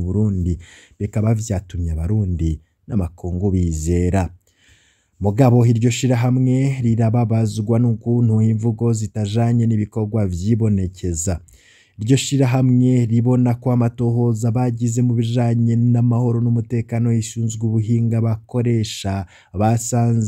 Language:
Rundi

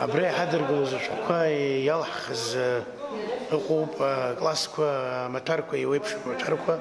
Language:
Abkhazian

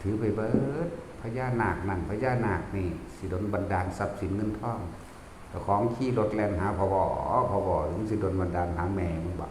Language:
Northeastern Thai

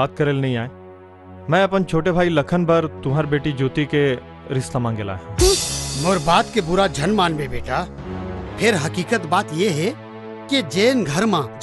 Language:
Chhattisgarhi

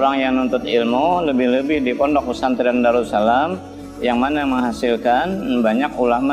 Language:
Banjar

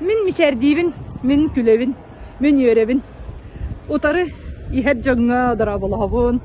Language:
Yakut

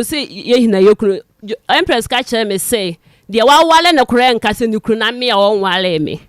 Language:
Akan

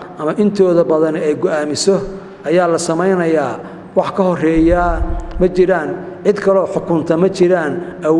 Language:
Somali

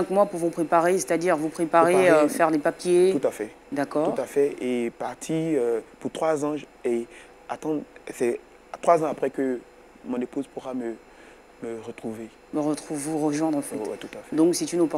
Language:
French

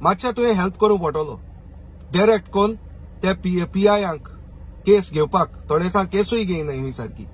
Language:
Konkani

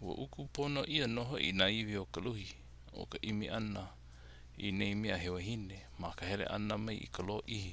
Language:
Hawaiian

